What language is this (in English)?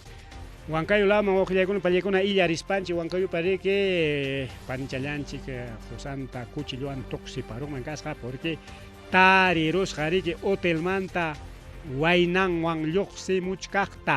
Ayacucho Quechua